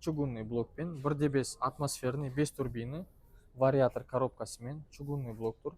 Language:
Kazakh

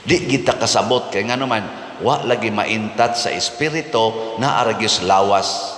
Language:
Cebuano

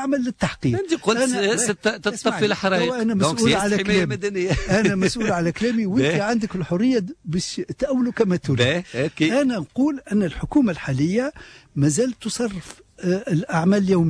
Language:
Tunisian Arabic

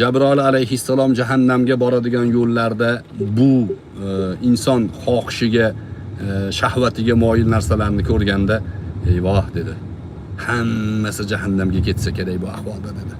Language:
Uzbek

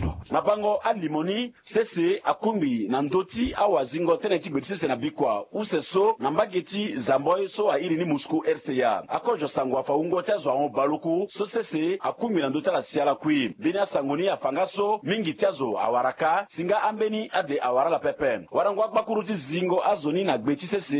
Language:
Sango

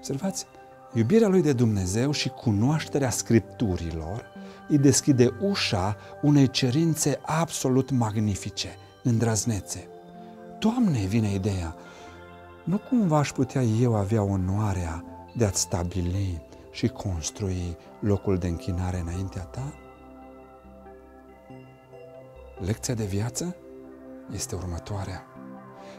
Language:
Romanian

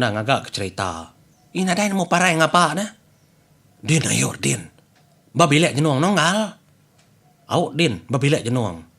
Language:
Iban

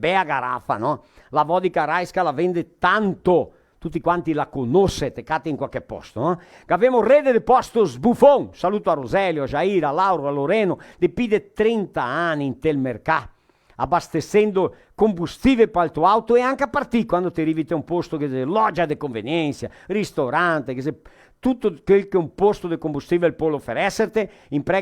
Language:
Venetian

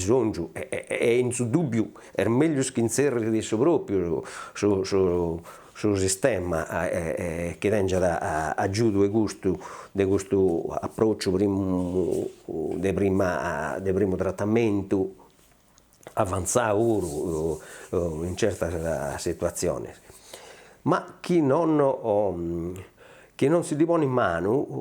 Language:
Sardinian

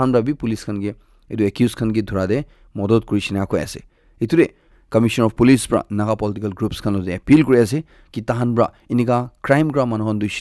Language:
Naga Pidgin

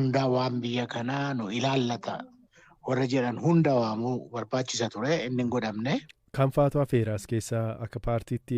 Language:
Oromo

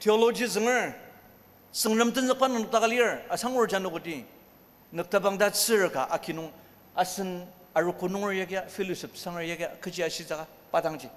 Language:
Ao Naga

